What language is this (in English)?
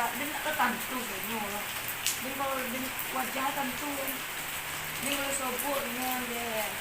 Minangkabau